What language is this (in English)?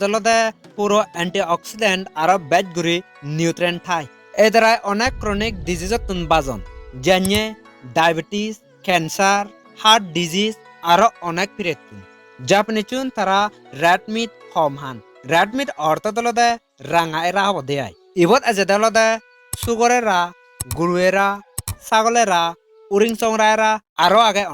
Chakma